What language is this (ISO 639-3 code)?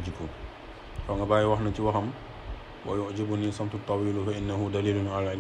wol